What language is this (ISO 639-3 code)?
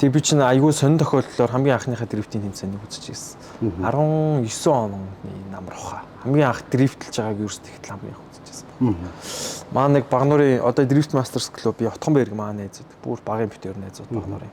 mon